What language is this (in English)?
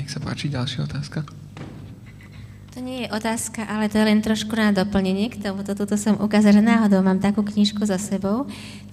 Slovak